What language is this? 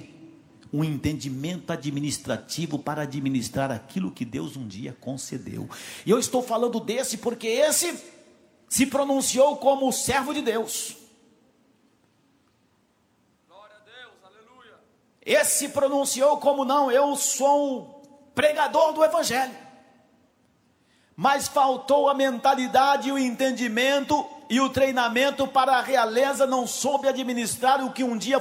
Portuguese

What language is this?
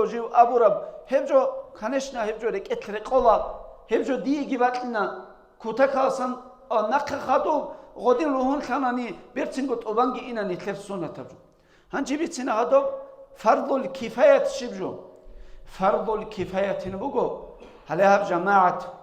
Avaric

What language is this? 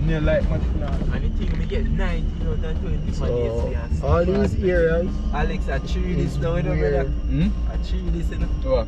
Jamaican Creole English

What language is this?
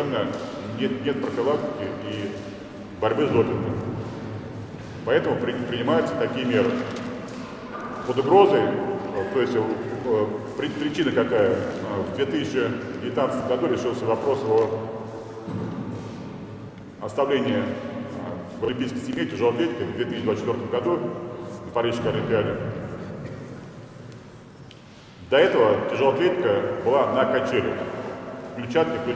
Russian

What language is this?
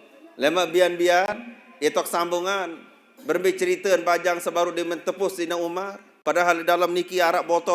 Sasak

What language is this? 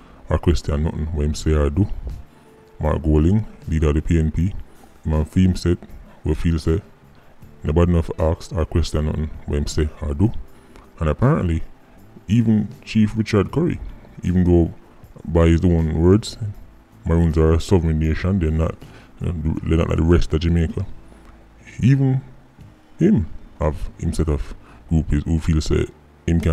Jamaican Creole English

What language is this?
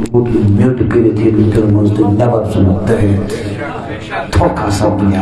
Kashmiri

